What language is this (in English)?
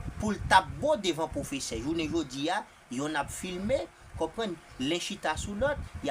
Haitian Creole